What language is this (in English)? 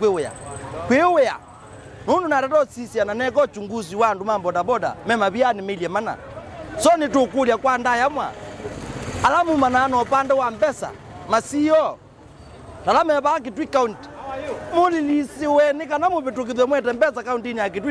Kamba